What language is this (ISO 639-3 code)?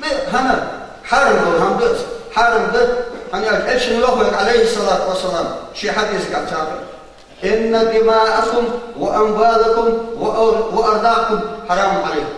inh